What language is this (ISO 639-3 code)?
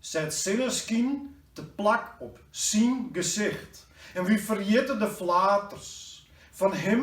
fry